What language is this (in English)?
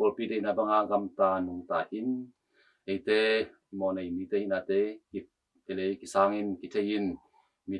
Tedim Chin